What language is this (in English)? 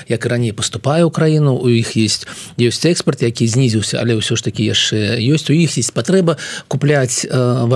Belarusian